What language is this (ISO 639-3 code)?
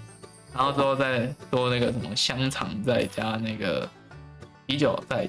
zho